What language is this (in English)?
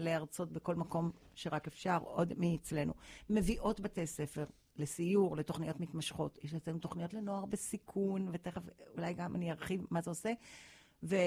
Hebrew